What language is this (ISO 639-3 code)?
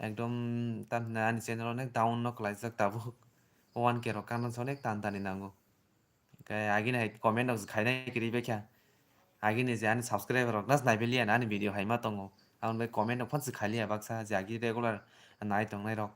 trp